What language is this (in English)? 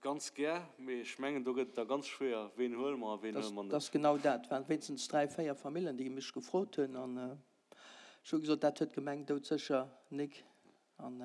Luxembourgish